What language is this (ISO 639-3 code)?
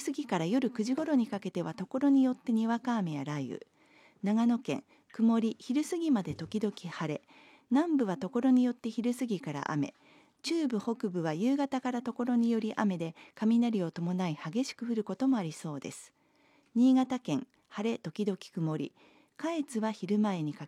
jpn